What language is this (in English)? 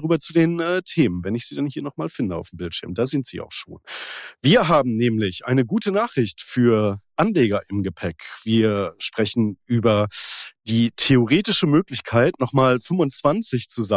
German